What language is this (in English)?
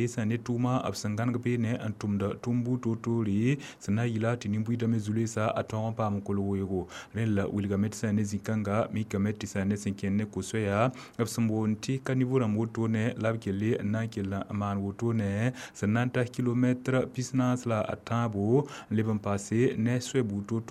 Mossi